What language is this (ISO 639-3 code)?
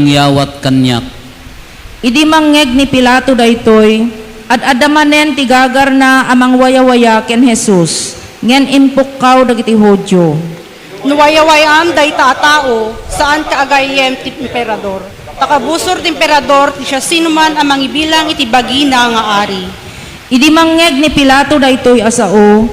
ilo